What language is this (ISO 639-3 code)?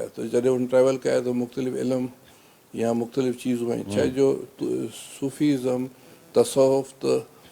snd